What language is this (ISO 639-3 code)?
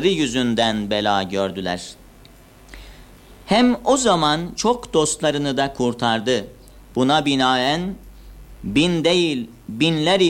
tur